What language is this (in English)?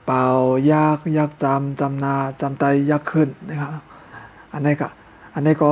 Shan